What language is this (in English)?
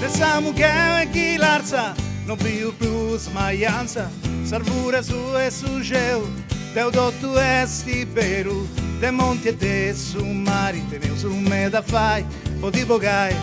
Sardinian